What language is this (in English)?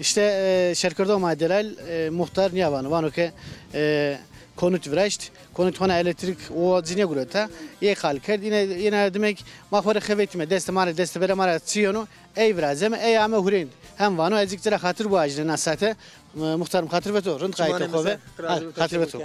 Zaza